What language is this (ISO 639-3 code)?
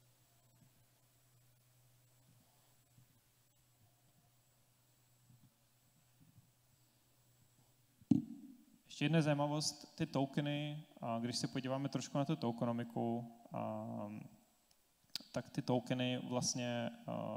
ces